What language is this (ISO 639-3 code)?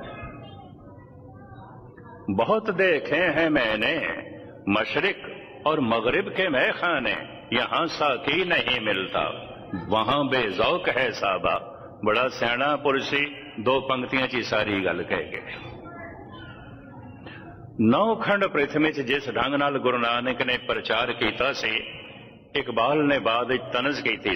pan